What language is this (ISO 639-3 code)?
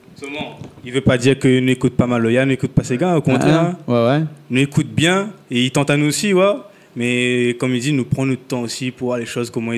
rcf